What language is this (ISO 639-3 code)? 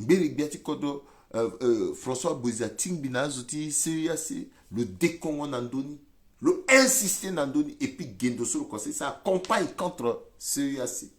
sag